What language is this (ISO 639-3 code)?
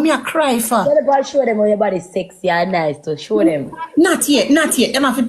jam